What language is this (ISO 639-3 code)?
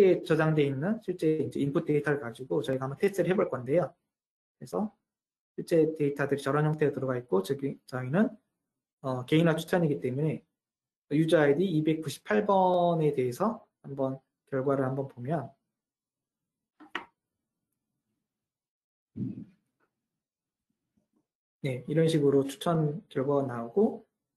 kor